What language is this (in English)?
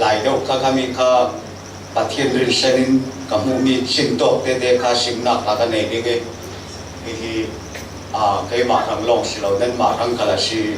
Falam Chin